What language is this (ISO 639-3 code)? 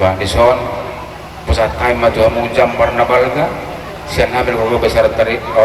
bbc